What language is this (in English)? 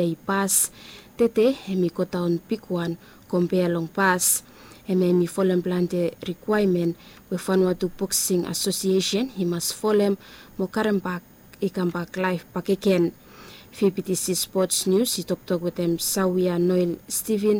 Bislama